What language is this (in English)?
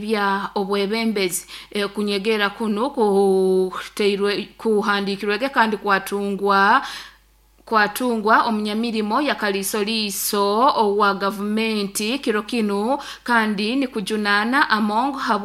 Nyoro